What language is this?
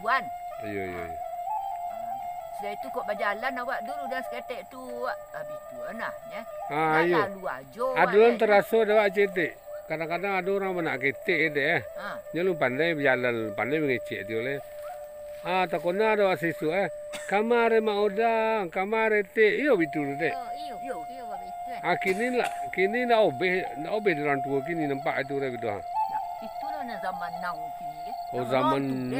Minangkabau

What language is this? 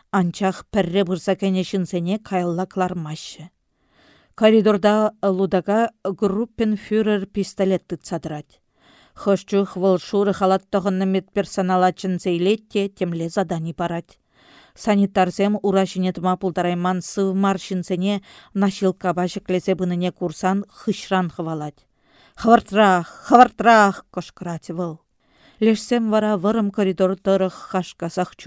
Chuvash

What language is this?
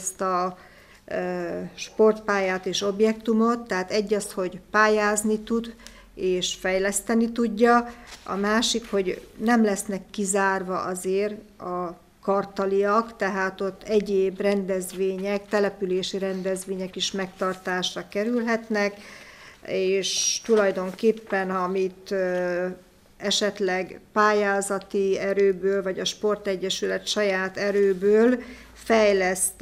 Hungarian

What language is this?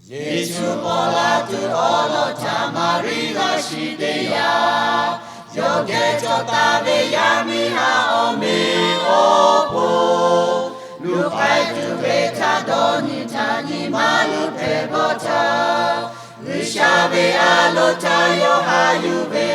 Lahu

